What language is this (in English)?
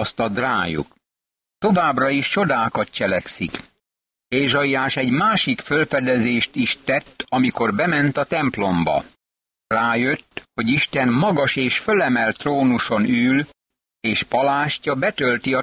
Hungarian